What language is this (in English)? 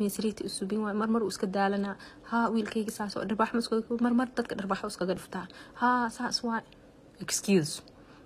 Somali